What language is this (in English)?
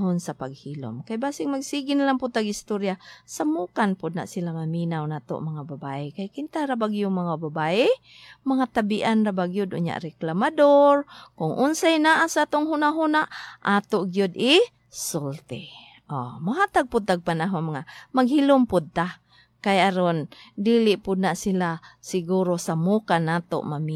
Cebuano